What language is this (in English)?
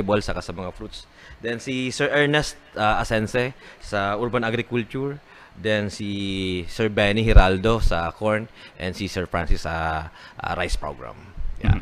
Bikol